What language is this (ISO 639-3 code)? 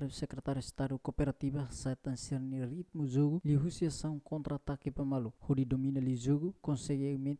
tet